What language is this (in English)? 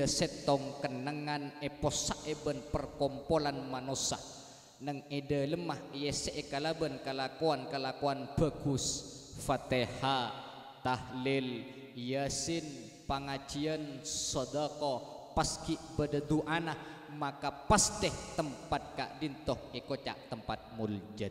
Madurese